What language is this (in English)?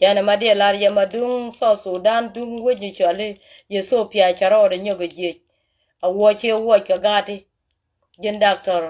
Nuer